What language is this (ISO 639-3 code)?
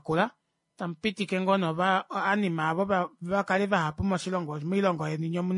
kua